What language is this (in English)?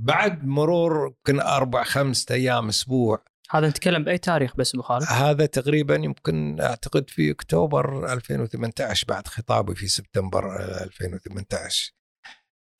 Gulf Arabic